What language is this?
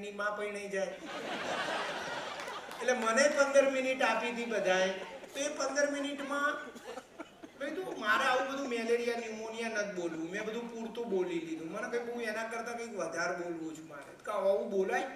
Gujarati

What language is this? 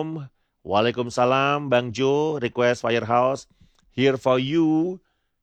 Indonesian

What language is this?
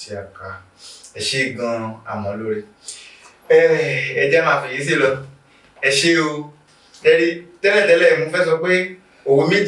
Yoruba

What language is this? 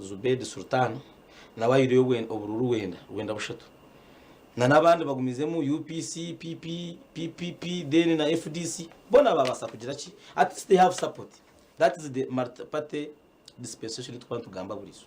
Nyankole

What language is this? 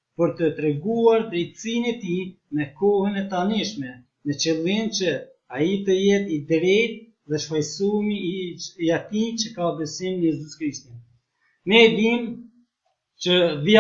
Albanian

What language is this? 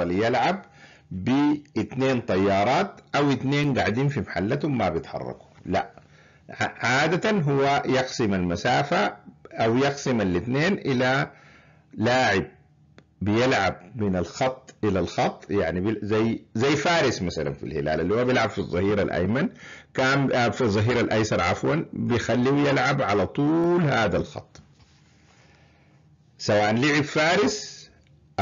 Sudanese Arabic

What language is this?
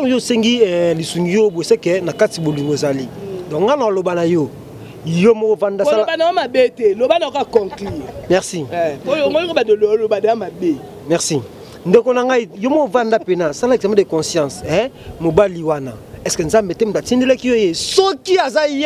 Lingala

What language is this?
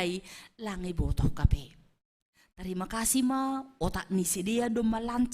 Batak Simalungun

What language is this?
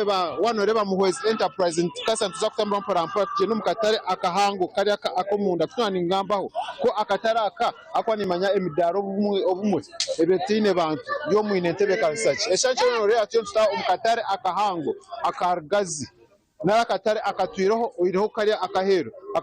Nyankole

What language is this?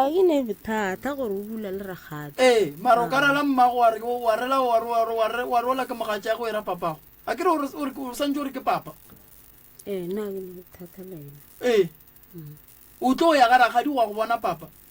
Northern Sotho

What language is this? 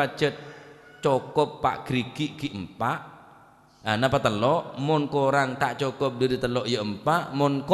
Madurese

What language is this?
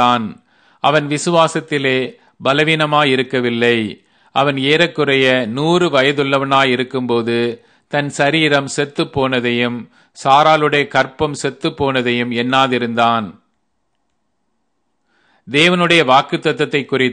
Tamil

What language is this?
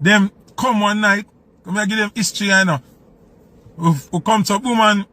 Jamaican Creole English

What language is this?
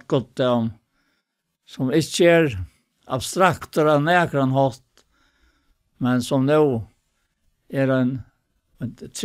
Faroese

